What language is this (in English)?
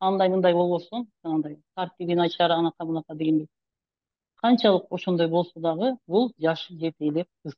Kyrgyz